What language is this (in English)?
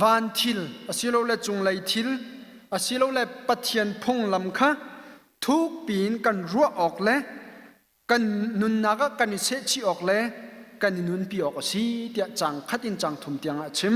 Hakha Chin